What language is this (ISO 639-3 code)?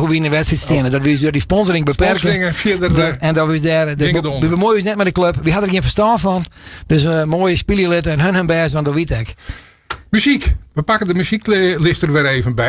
fry